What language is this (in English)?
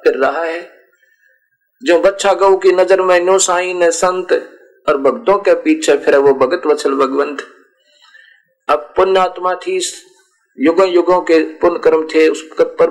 Hindi